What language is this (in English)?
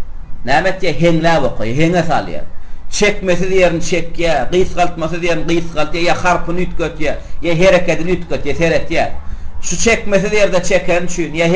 Turkmen